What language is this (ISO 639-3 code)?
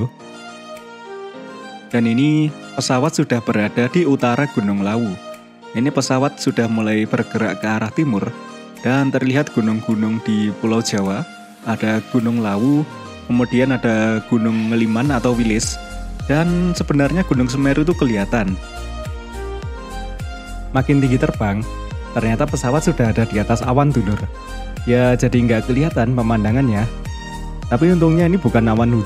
ind